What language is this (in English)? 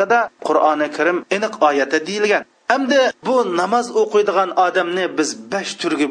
Uyghur